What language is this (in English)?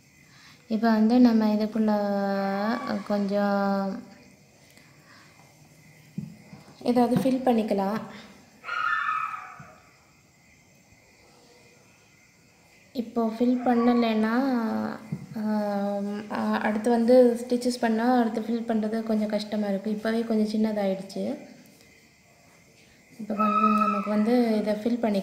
Tamil